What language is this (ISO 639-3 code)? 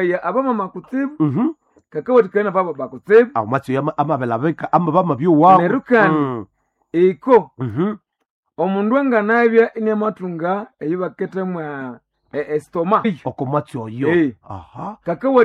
nnb